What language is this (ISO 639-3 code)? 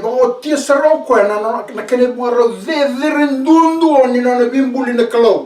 fij